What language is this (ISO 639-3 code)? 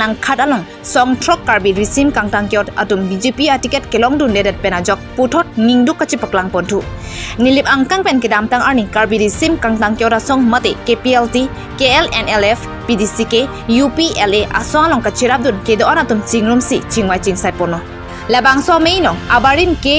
mjw